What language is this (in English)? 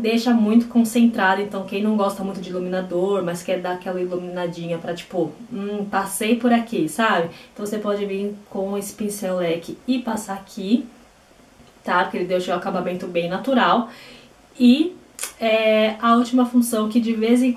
Portuguese